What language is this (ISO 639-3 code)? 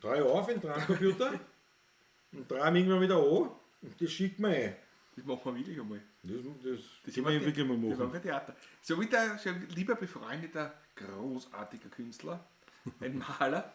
bar